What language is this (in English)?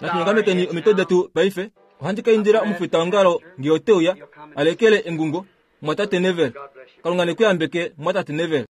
Kuanyama